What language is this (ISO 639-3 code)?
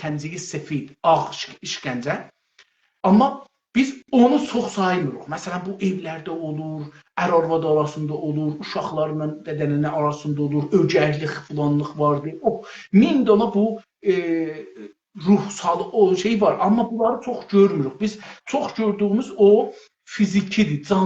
azb